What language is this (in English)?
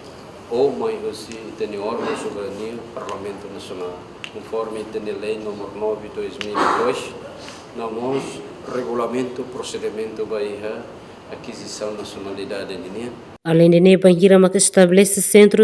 Tetum